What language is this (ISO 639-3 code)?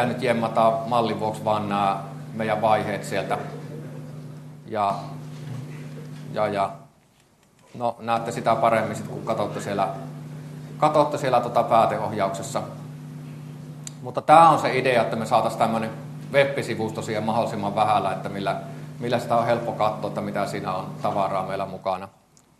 fin